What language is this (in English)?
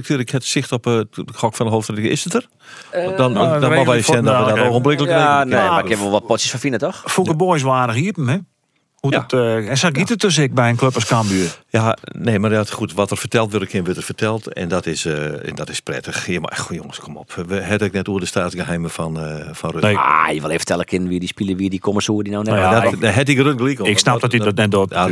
Western Frisian